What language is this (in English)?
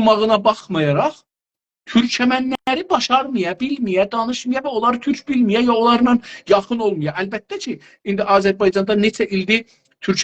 South Azerbaijani